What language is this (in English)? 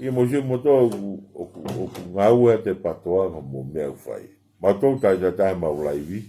Tongan